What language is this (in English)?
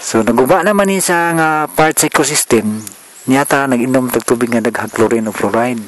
Cebuano